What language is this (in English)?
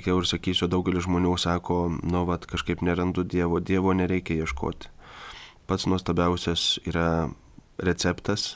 Lithuanian